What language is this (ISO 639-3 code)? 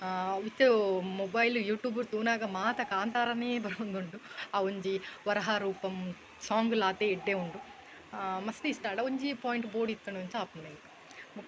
tcy